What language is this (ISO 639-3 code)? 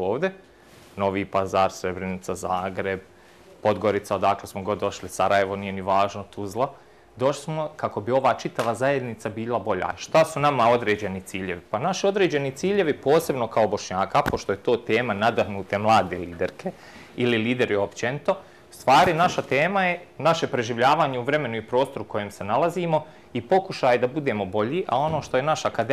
bos